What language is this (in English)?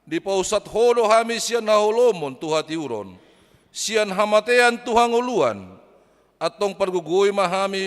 Batak Toba